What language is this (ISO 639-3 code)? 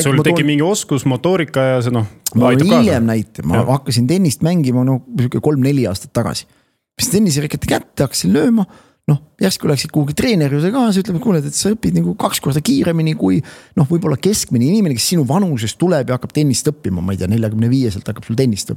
est